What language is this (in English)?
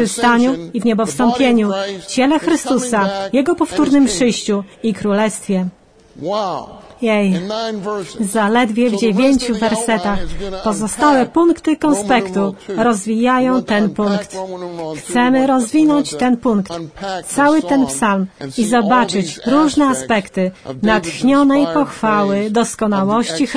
Polish